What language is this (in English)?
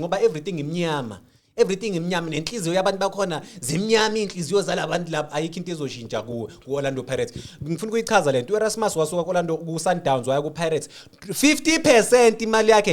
Zulu